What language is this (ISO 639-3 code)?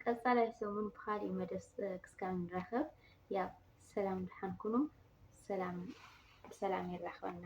tir